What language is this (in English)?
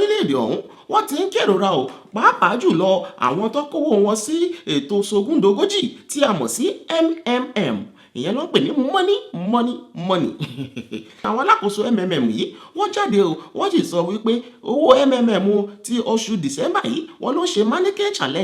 Yoruba